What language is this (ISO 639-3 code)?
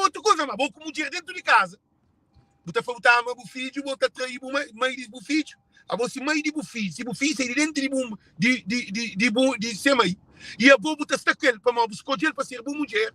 kea